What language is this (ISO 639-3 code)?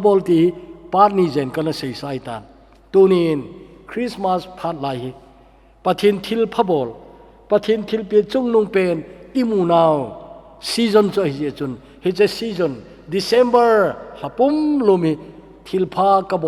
tcz